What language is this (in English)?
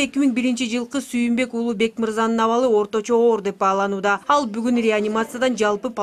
Kyrgyz